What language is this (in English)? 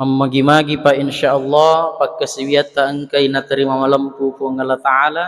Buginese